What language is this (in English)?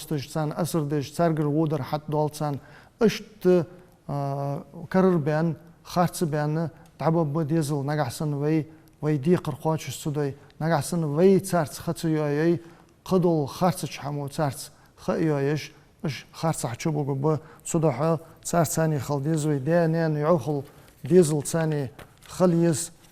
Ingush